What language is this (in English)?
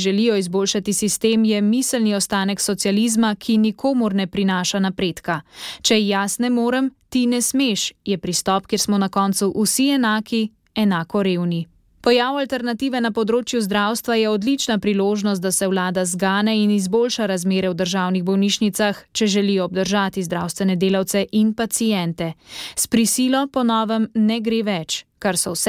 Slovenian